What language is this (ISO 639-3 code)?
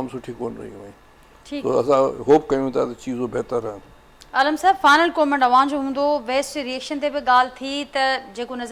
snd